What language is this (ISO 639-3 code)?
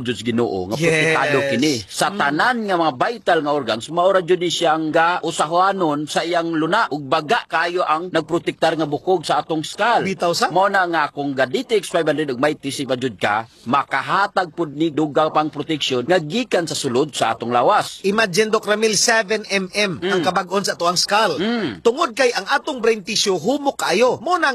ceb